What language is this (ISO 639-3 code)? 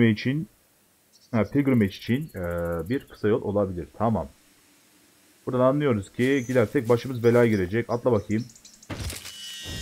tur